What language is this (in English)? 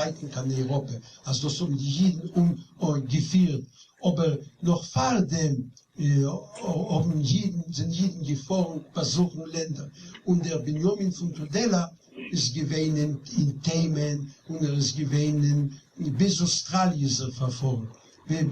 Yiddish